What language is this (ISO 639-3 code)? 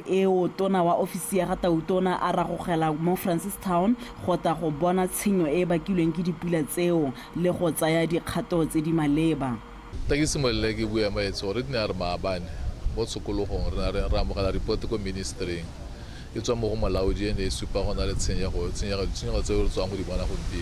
tsn